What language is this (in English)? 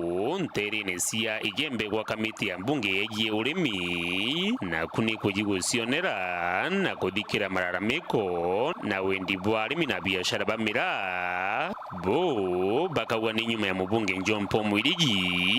Meru